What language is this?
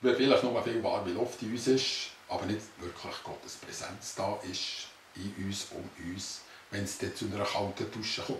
Swiss German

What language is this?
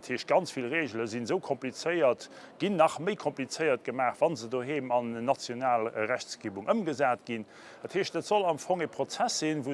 Luxembourgish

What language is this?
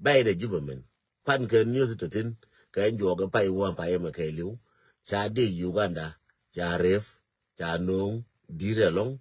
Nuer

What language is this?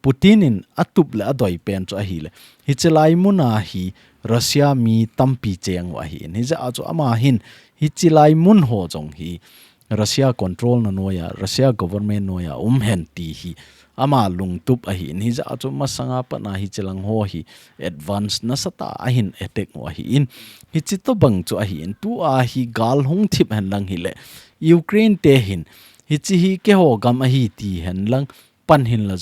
Thado Chin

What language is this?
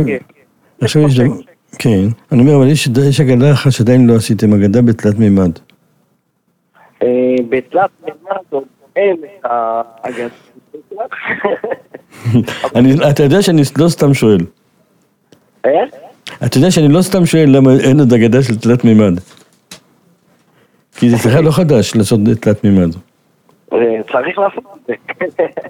Hebrew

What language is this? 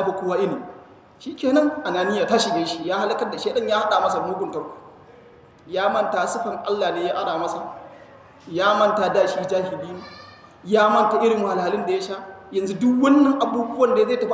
Hausa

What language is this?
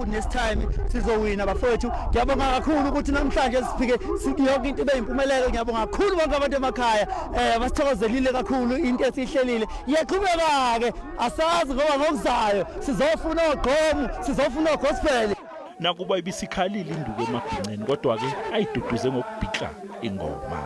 Zulu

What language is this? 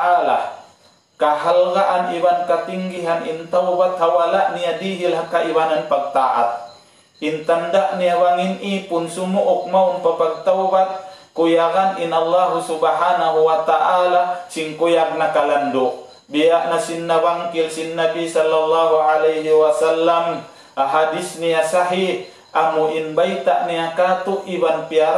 Tausug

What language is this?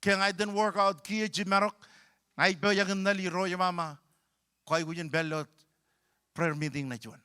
Marshallese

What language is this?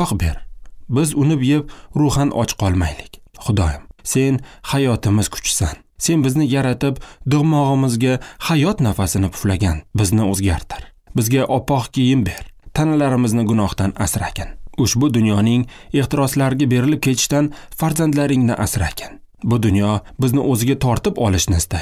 Uzbek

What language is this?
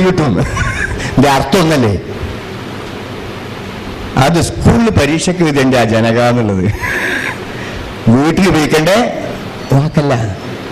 Malayalam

